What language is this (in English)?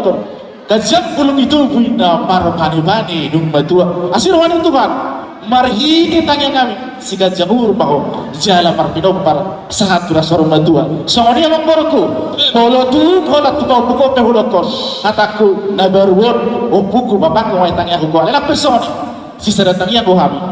Batak Toba